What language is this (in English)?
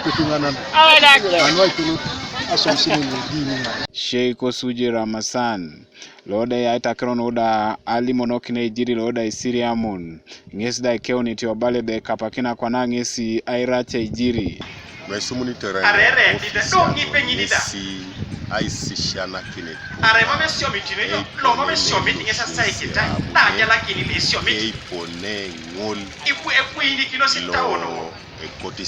Teso